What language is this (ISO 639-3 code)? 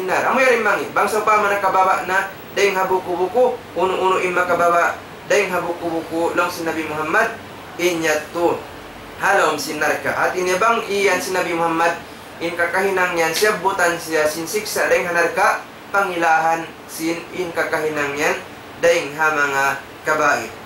tsg